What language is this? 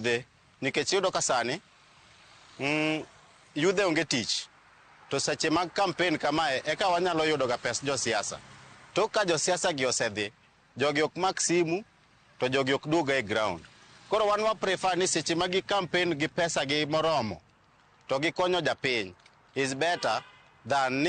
Luo (Kenya and Tanzania)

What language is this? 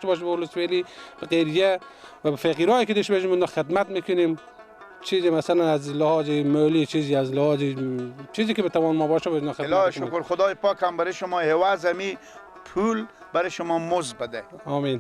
Persian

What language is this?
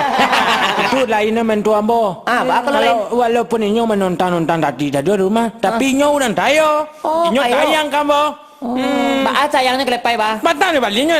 Minangkabau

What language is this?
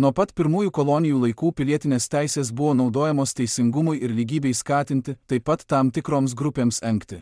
Lithuanian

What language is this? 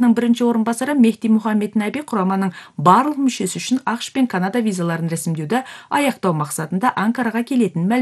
Kyrgyz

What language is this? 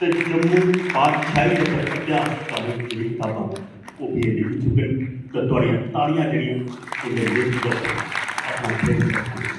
Dogri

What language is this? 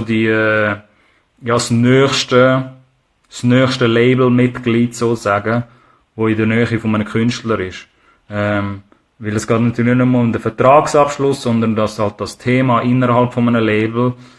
Swiss German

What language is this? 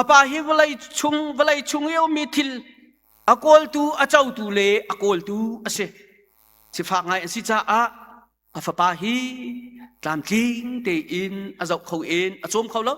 Hakha Chin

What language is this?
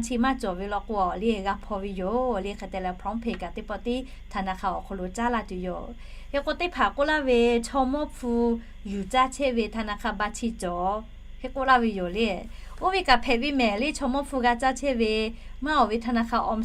Lahu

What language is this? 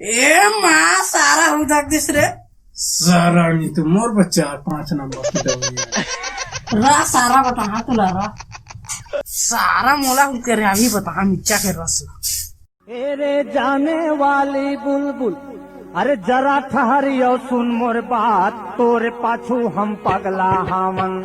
Chhattisgarhi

